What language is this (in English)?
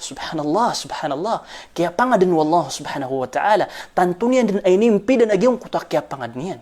Maranao